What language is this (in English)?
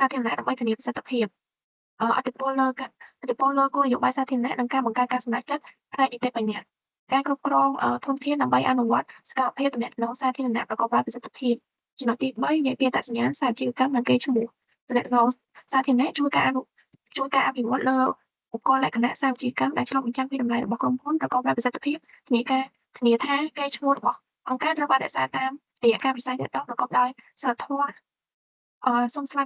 Khmer